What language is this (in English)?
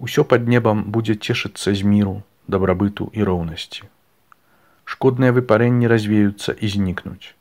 Belarusian